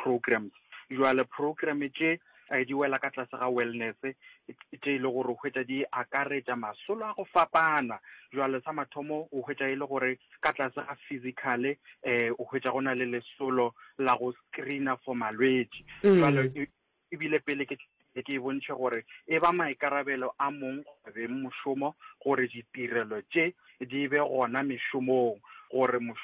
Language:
Northern Sotho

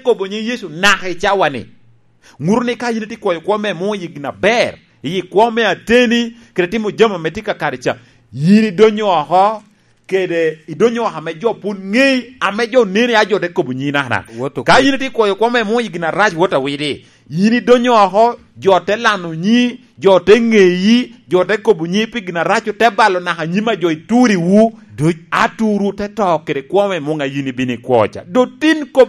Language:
Lango (Uganda)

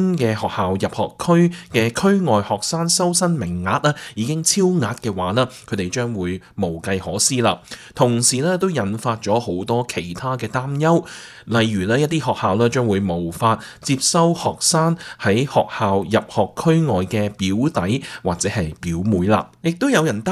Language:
Cantonese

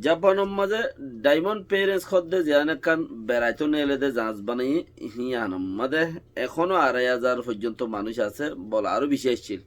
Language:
Rohingya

